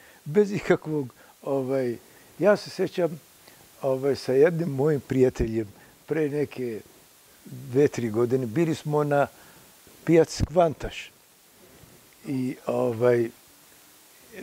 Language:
Serbian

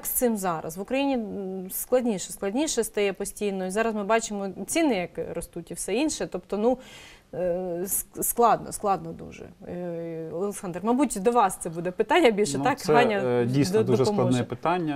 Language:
Ukrainian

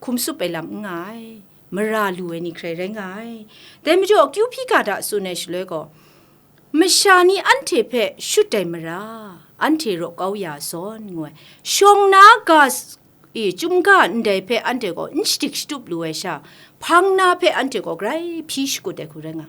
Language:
Kachin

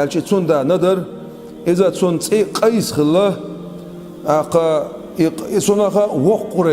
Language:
Chechen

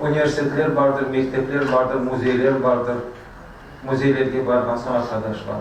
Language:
Crimean Tatar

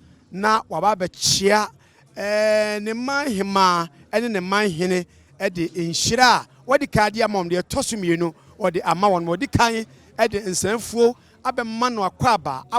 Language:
Akan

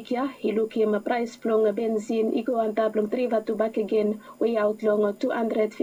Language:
Bislama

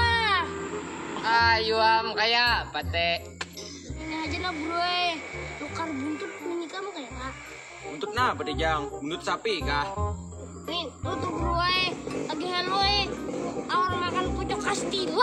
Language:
Banjar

